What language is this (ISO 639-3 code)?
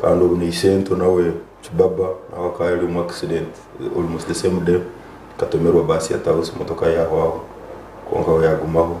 nyn